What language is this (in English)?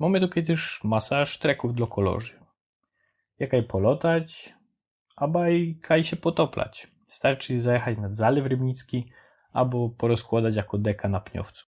Silesian